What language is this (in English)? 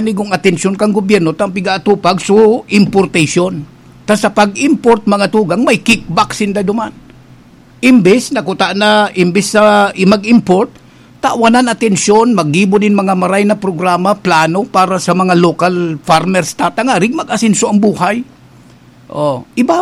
Bikol